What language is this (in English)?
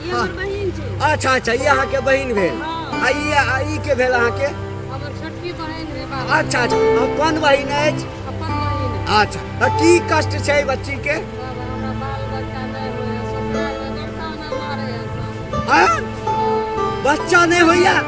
Maithili